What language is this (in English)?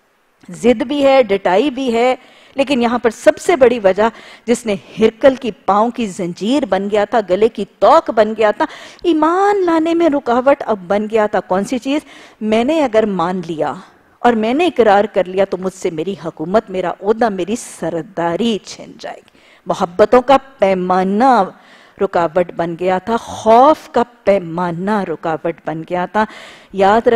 Urdu